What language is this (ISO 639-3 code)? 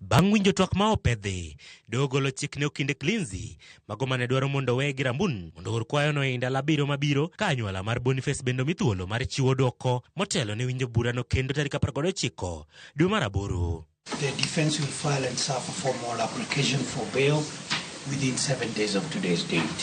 luo